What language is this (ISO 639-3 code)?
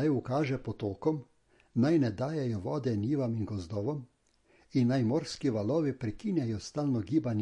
slv